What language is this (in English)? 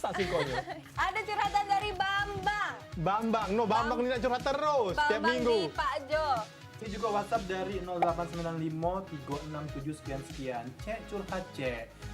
Musi